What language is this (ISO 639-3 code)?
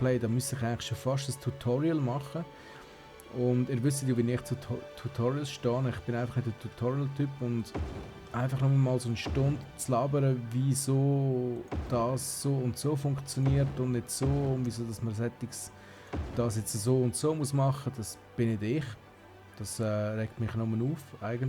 gsw